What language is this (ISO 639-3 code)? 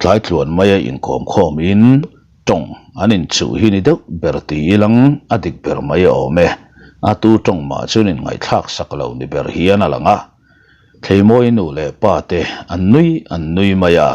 lus